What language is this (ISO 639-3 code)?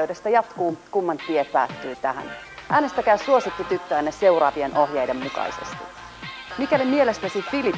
fin